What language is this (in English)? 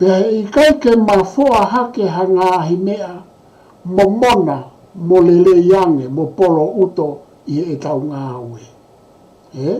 Tongan